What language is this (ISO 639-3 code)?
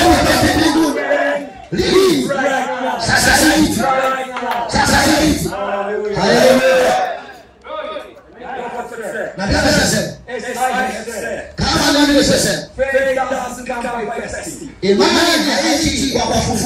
swa